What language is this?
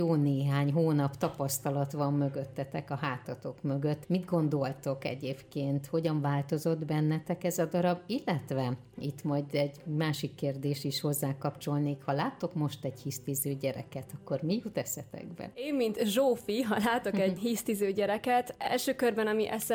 Hungarian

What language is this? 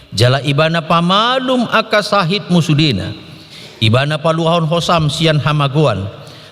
Batak Toba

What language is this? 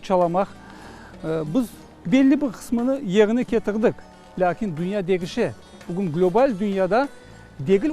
Crimean Tatar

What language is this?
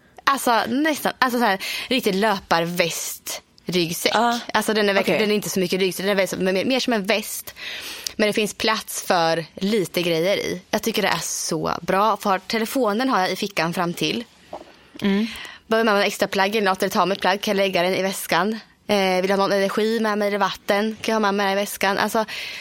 Swedish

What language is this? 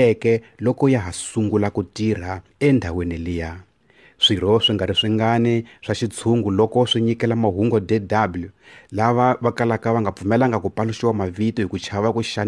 Tsonga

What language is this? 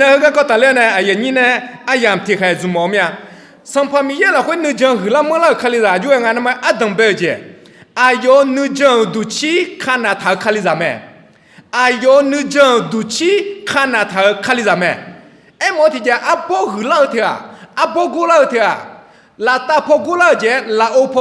Akha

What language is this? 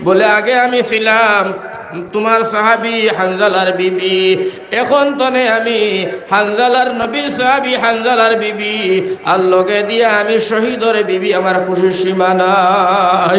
Sylheti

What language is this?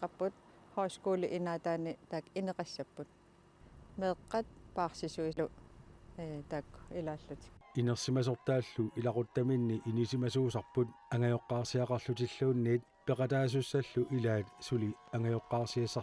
Kalaallisut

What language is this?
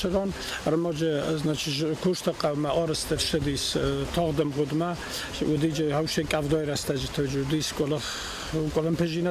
Ossetic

